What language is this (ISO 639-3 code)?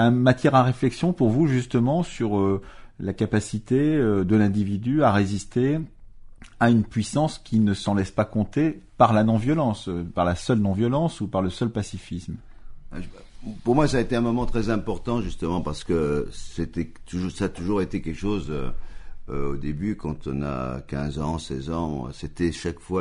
fra